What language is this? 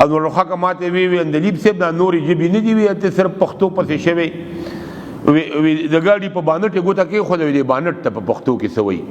Pashto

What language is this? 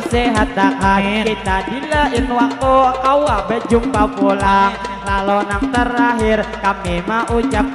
Banjar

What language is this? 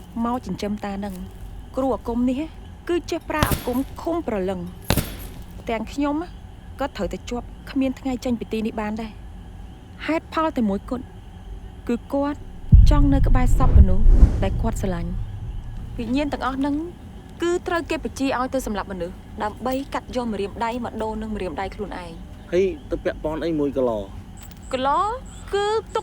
Khmer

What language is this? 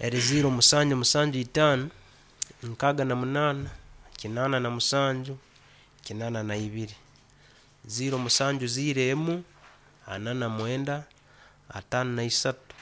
Nyankole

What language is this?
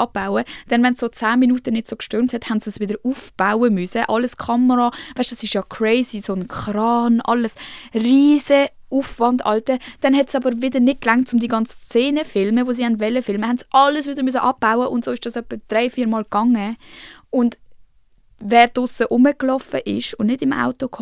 Swiss German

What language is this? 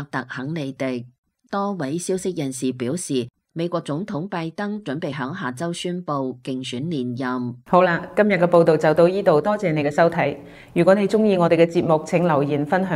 Cantonese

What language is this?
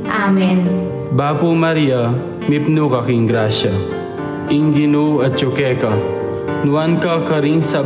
Pampanga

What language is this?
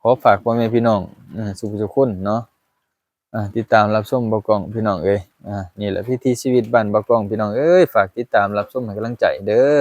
Lao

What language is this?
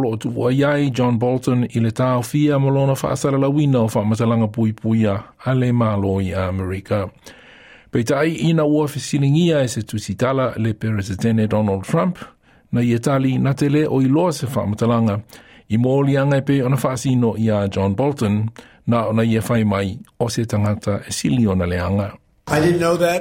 Samoan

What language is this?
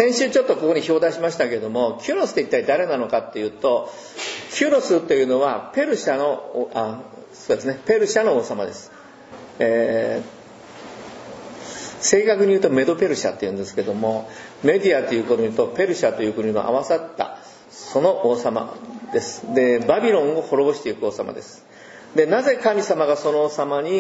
Japanese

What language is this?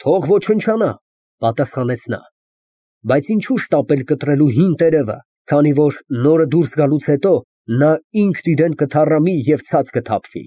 Armenian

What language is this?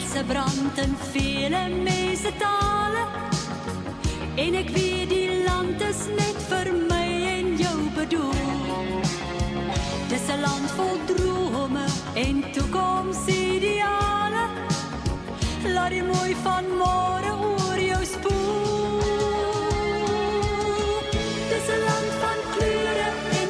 Afrikaans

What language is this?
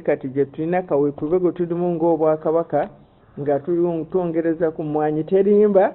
Ganda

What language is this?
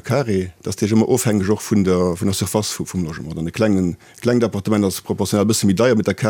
Luxembourgish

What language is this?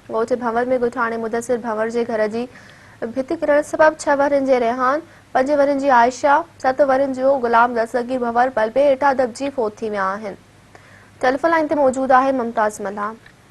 Sindhi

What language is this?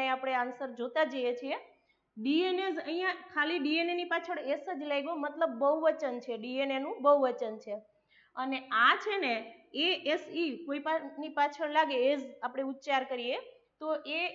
Gujarati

